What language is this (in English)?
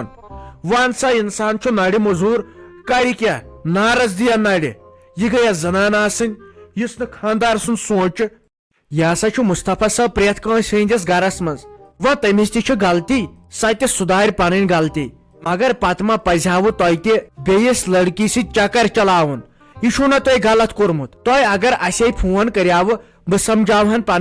Kashmiri